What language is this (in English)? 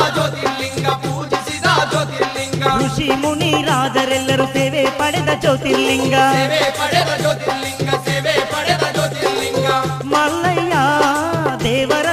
Kannada